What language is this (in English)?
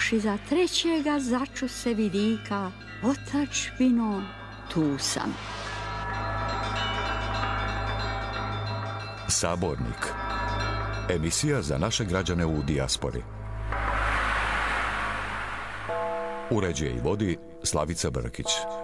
Serbian